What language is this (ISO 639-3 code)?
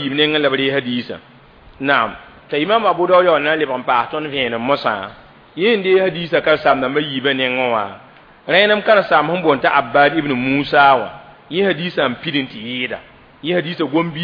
mos